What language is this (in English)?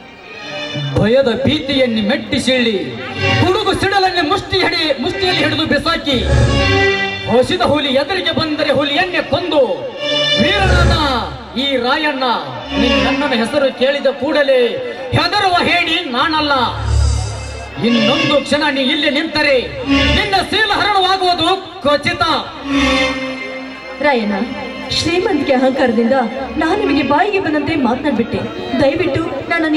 Kannada